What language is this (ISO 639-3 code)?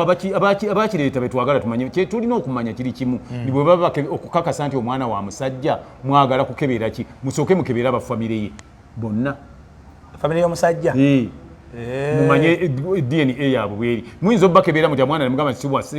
lug